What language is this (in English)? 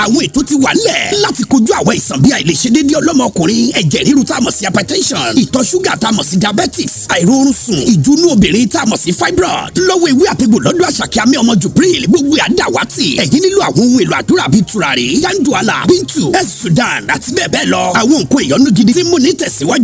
Yoruba